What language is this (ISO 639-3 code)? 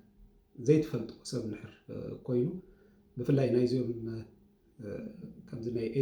tir